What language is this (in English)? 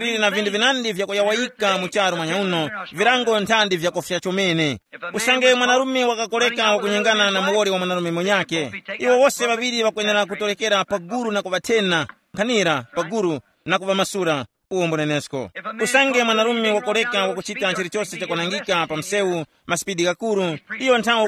Tumbuka